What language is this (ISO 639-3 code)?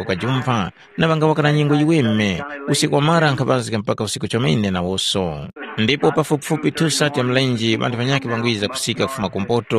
tum